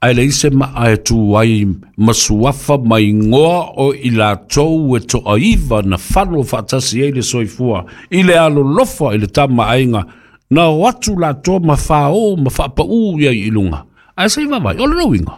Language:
Samoan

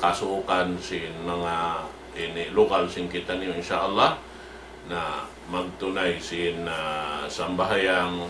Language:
Tausug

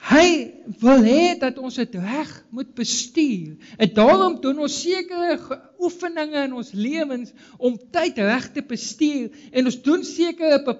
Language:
Afrikaans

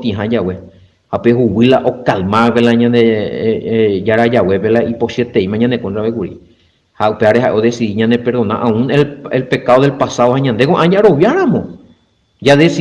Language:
Guarani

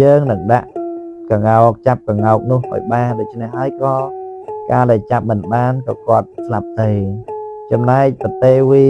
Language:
Khmer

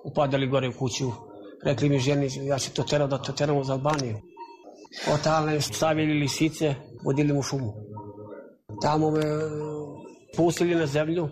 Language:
Serbian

